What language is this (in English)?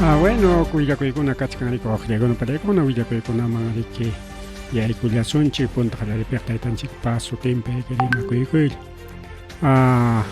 Ayacucho Quechua